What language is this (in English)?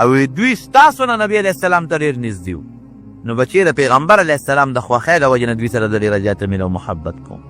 Pashto